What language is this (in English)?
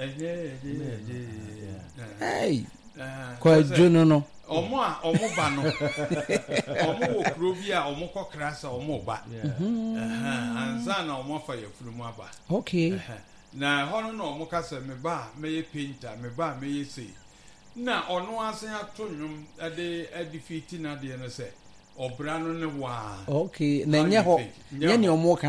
Akan